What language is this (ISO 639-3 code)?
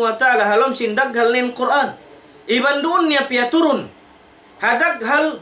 tsg